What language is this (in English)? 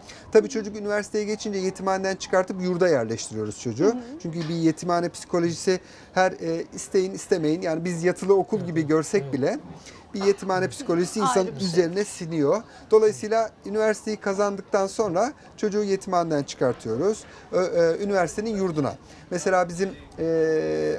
Turkish